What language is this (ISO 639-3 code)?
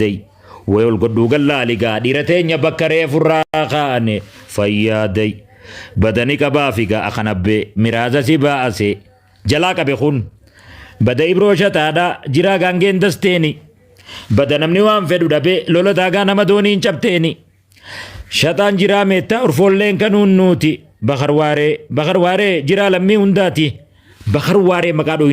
orm